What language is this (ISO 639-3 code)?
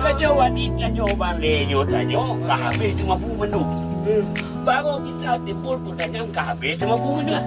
ace